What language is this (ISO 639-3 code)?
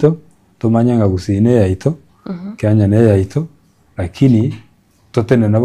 guz